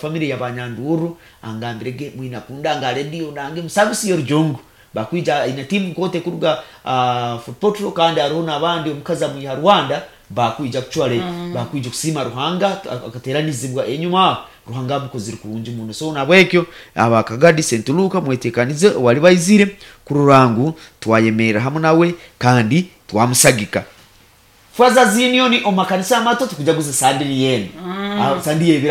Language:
Nyoro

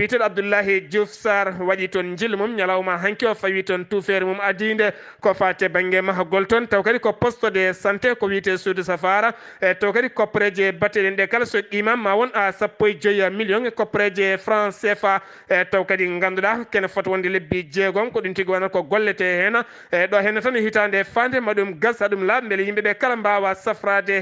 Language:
Fula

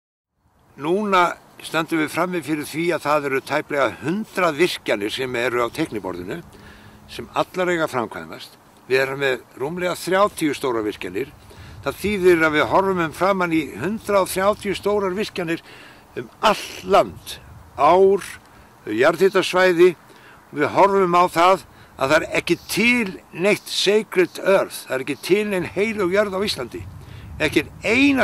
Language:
Icelandic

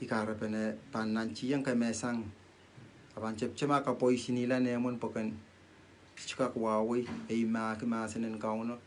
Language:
Pohnpeian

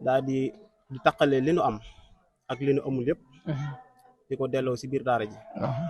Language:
Wolof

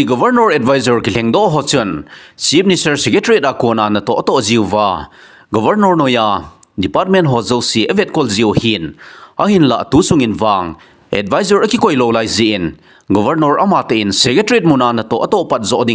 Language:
Thado Chin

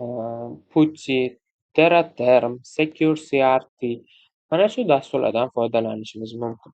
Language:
Uzbek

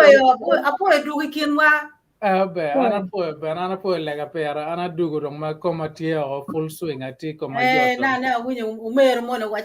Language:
Acoli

